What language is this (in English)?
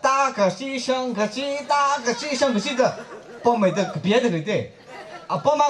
Tangkhul Naga (India)